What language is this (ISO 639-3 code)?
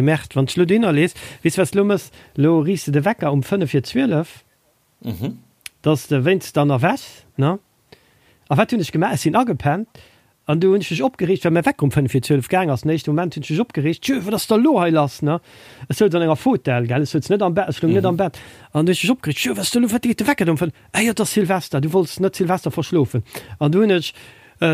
ltz